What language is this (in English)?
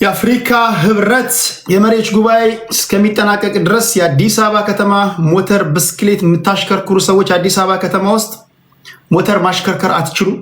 Amharic